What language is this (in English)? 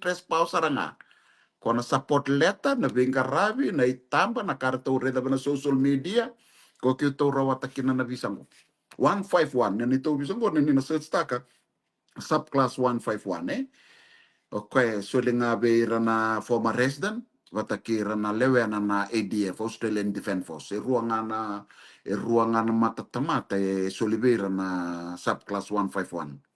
Fijian